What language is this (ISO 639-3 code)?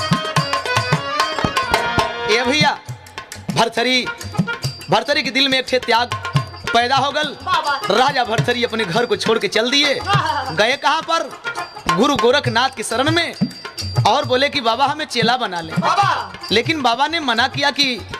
bho